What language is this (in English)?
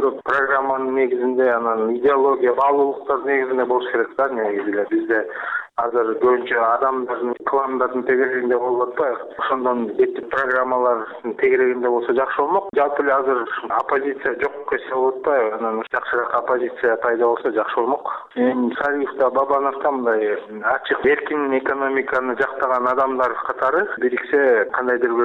Kyrgyz